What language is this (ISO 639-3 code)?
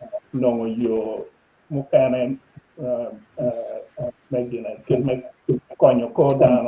ach